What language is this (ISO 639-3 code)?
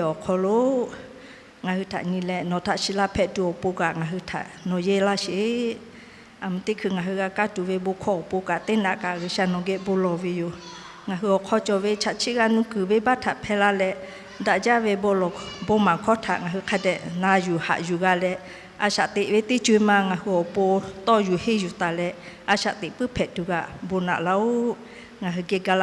lhu